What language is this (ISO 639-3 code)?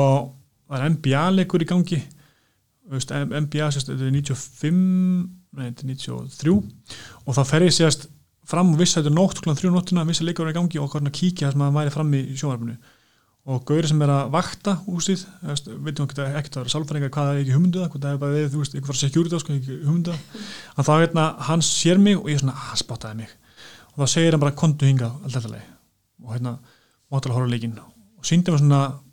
isl